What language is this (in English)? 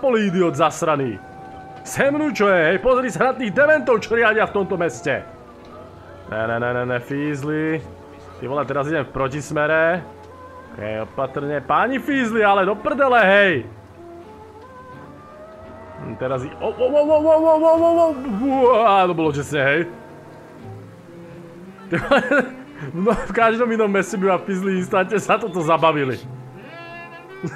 Slovak